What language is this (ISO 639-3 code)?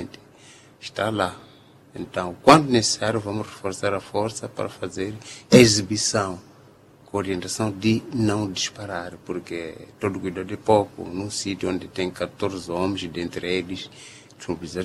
por